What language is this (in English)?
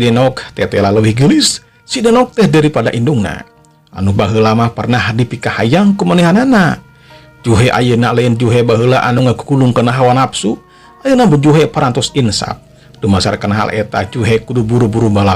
Sundanese